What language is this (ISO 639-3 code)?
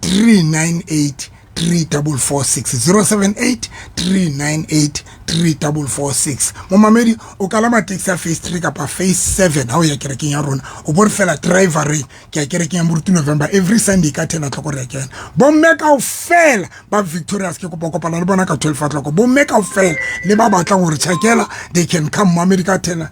sot